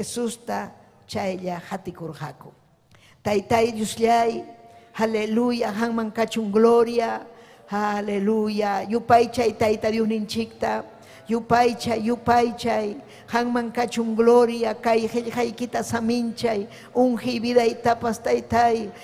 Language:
Ayacucho Quechua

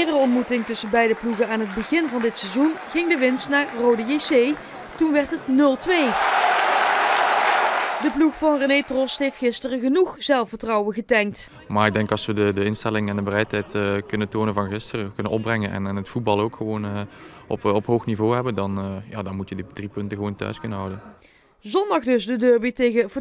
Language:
Dutch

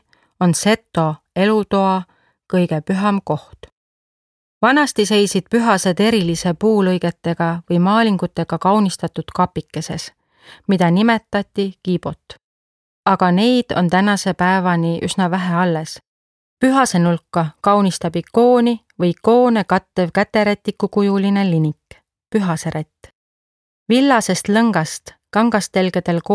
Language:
Estonian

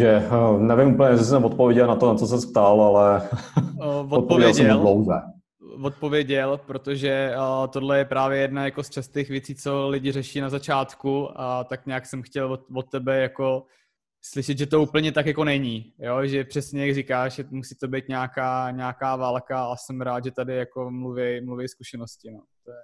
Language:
Czech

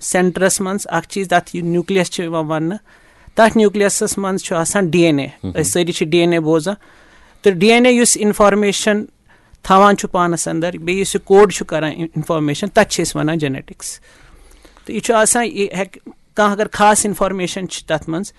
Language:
Kashmiri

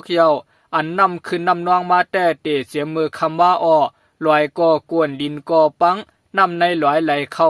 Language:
Shan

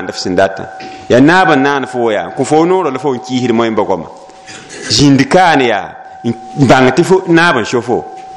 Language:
Mossi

